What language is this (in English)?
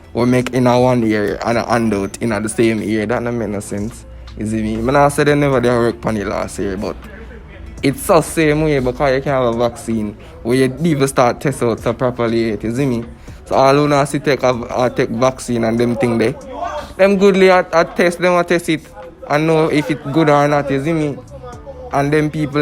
Jamaican Creole English